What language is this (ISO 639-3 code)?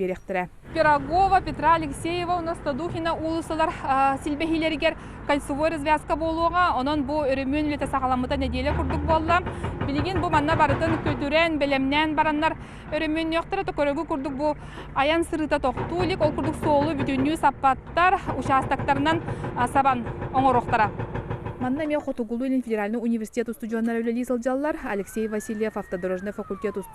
sah